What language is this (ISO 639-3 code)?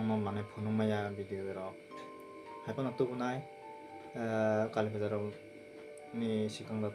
trp